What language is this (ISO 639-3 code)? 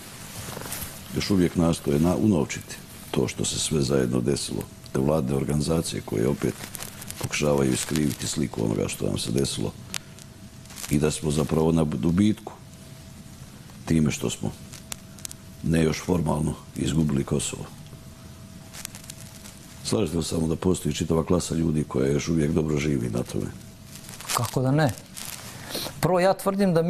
srp